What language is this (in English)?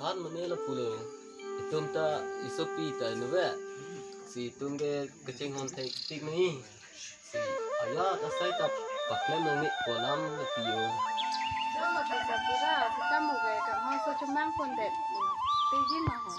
Karbi